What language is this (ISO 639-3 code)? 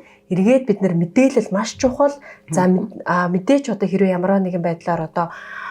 mon